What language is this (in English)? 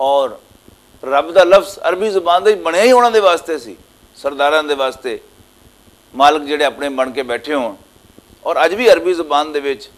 Western Panjabi